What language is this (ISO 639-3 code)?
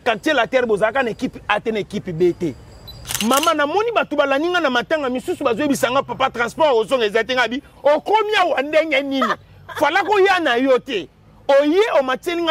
lin